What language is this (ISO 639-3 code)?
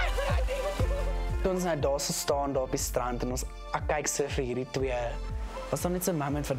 afr